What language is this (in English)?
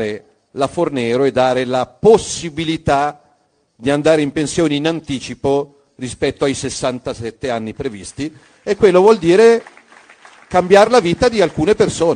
Italian